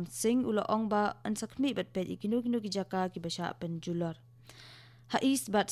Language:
Khasi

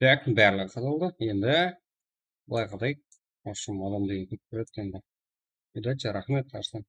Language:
Kara-Kalpak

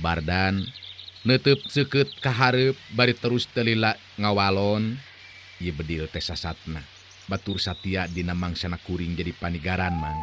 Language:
Sundanese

